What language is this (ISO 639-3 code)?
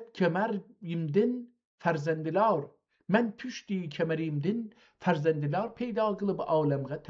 azb